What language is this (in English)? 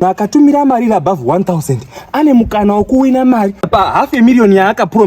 Shona